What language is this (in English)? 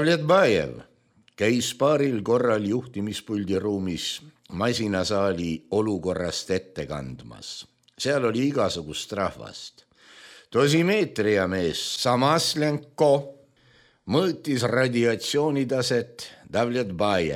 Estonian